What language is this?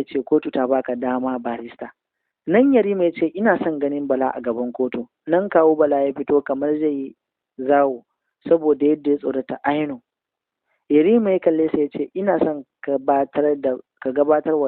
Hausa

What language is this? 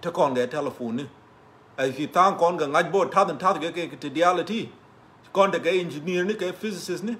Nuer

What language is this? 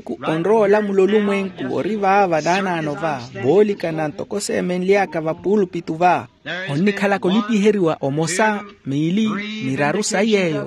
Makhuwa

